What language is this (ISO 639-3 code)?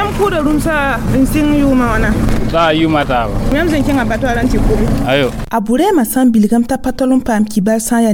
mos